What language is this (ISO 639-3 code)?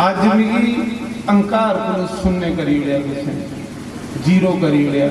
doi